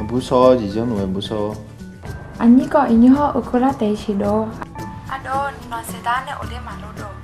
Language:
Akha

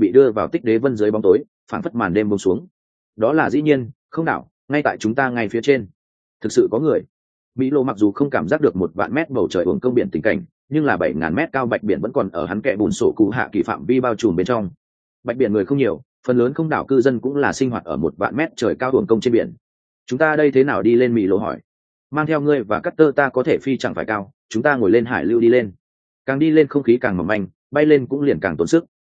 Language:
Vietnamese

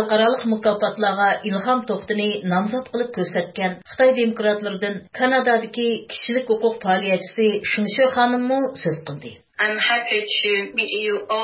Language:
Uyghur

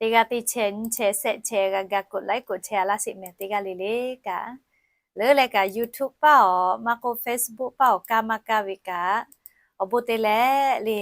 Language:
Lahu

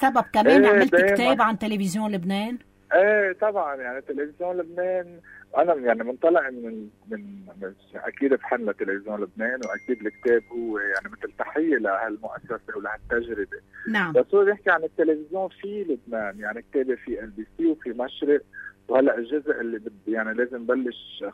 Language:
North Levantine Arabic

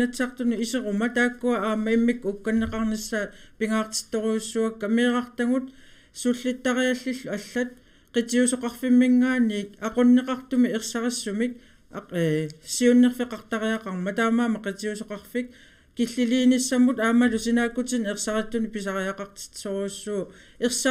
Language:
Kalaallisut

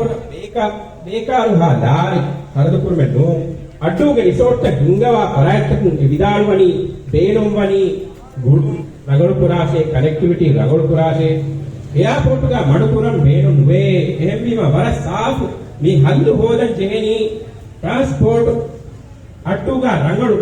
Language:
Divehi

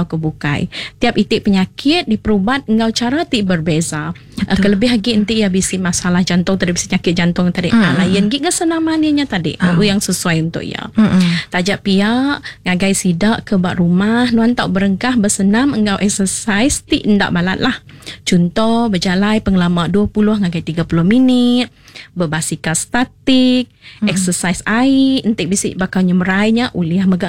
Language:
Iban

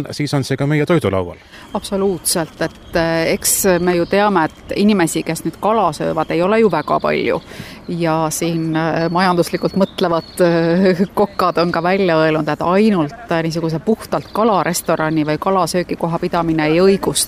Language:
Estonian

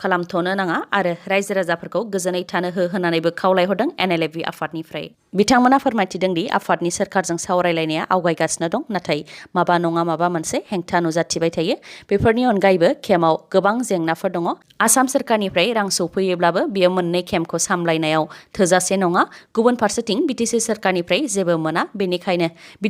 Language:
Bodo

